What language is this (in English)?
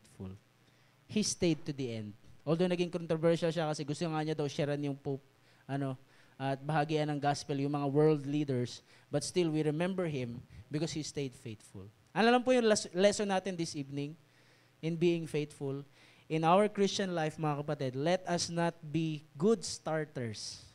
Filipino